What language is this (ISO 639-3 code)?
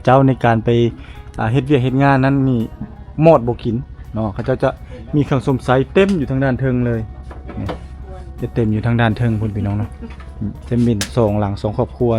lao